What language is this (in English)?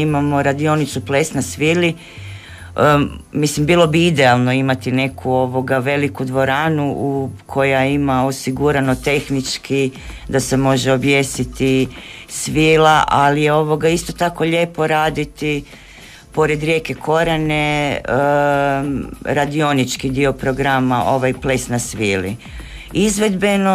Croatian